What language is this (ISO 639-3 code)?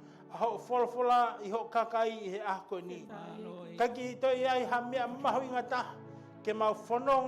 ton